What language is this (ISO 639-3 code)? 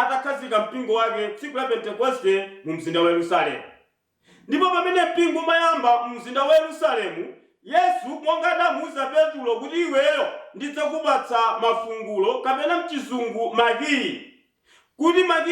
nya